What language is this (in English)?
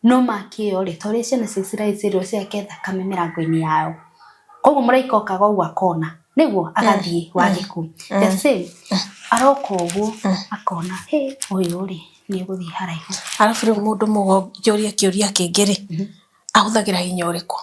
Kikuyu